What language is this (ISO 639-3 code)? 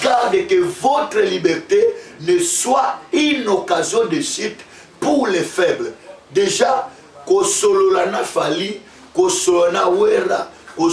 lin